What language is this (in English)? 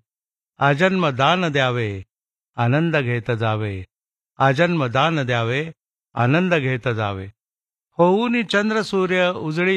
Marathi